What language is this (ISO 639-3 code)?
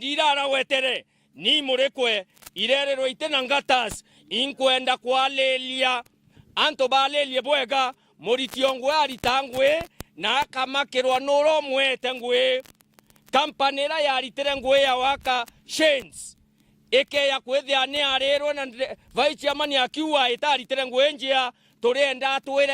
mer